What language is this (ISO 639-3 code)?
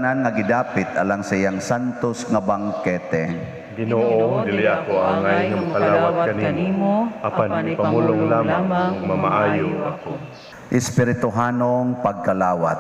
ceb